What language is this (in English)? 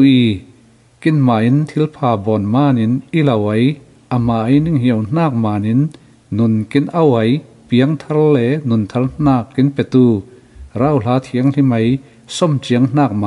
Falam Chin